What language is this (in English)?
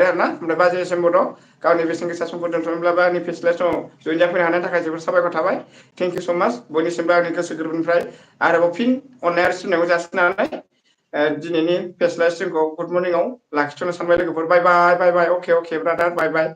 Bodo